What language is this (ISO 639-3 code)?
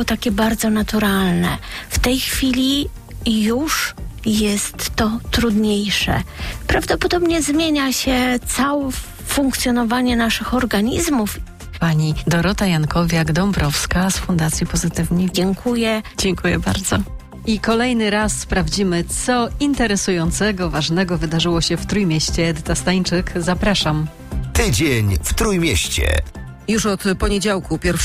pol